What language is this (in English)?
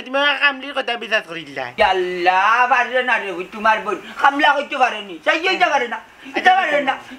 Sylheti